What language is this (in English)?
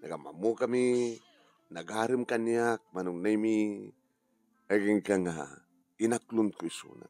Iloko